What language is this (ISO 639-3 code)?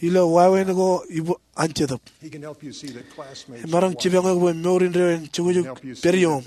mah